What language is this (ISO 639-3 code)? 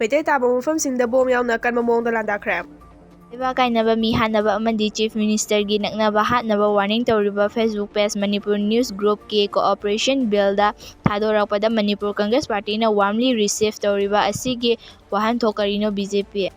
mni